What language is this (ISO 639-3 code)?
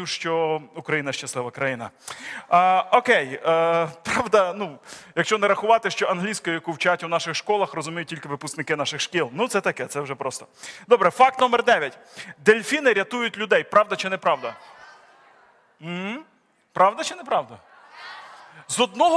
ukr